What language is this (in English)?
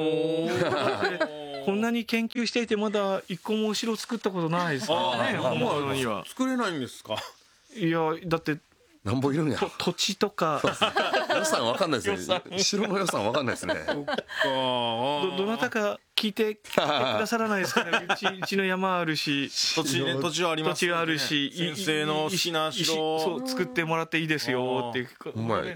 Japanese